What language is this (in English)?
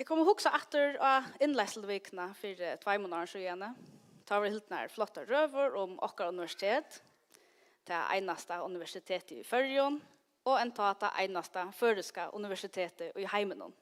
Faroese